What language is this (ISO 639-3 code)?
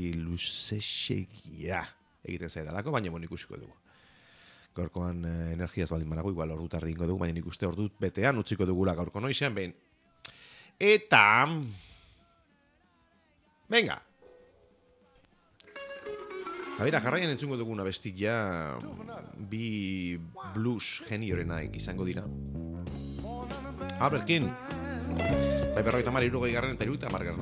eus